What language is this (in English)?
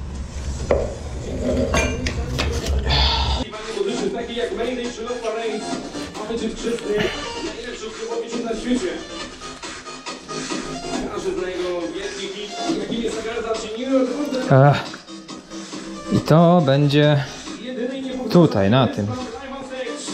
Polish